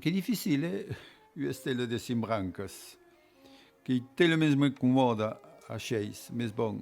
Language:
Occitan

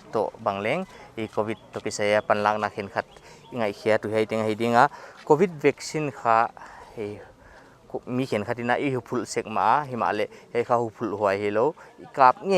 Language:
Paite Chin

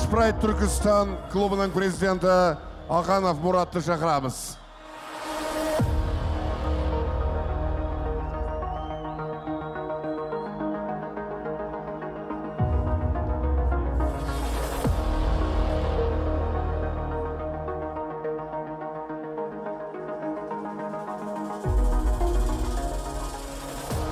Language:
Kazakh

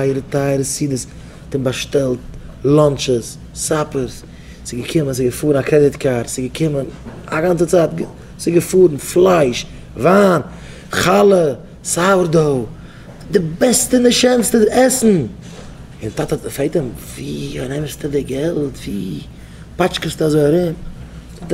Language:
Yiddish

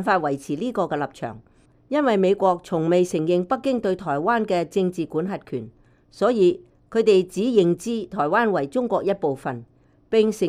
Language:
Cantonese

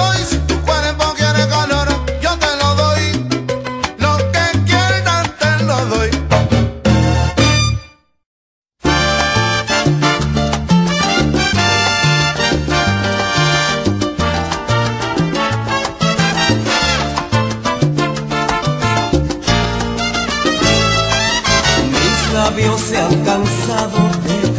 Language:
Spanish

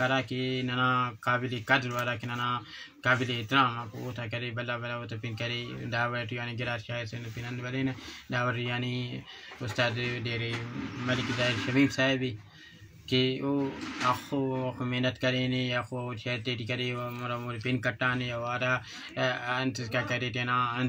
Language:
Brahui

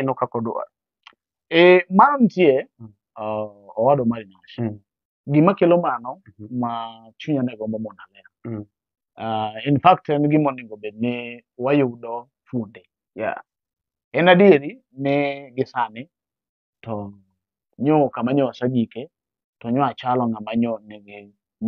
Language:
Luo (Kenya and Tanzania)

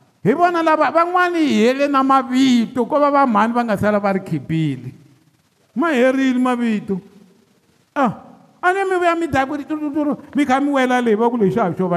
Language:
Tsonga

